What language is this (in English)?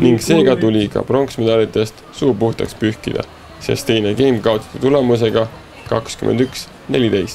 Estonian